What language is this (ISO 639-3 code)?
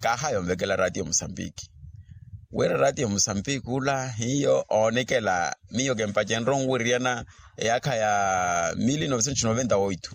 vmw